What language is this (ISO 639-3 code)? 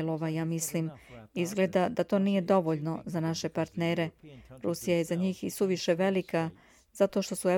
srp